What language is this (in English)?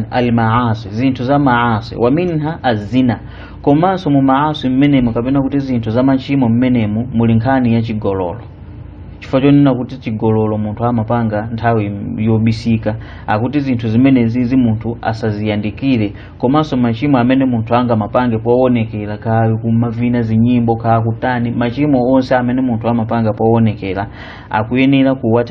Nyanja